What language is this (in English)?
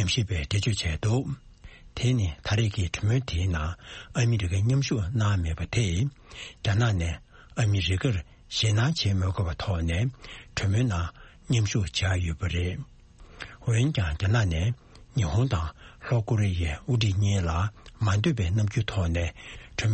Tibetan